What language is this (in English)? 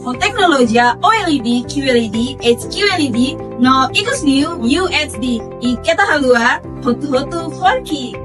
Tetum